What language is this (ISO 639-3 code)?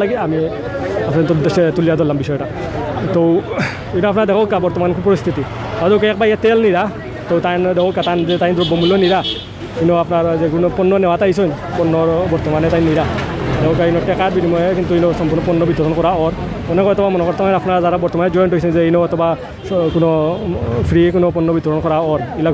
syl